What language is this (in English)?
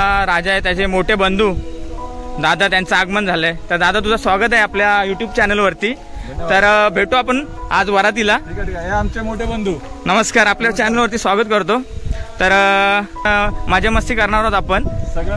Marathi